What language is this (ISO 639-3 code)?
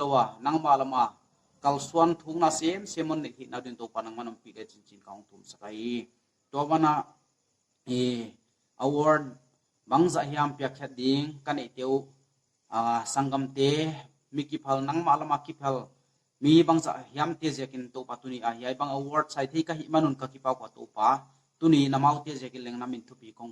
pck